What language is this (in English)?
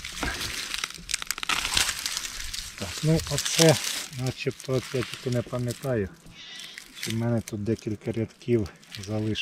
Ukrainian